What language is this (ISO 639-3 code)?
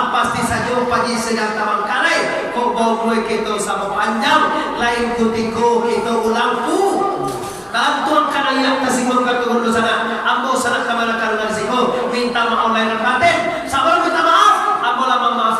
min